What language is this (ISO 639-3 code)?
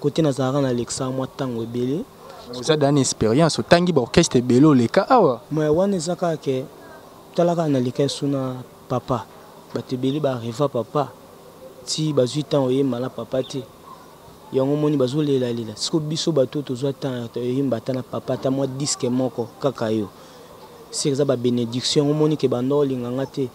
lin